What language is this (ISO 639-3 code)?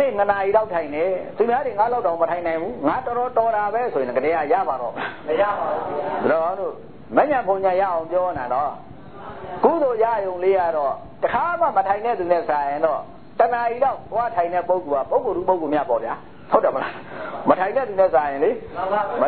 mya